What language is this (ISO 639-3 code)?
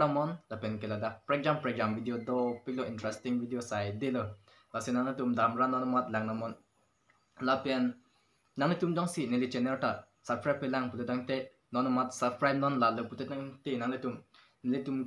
mjw